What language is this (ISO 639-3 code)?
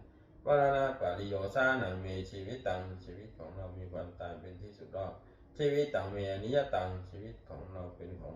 pli